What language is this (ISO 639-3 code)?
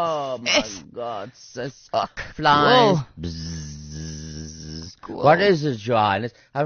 afr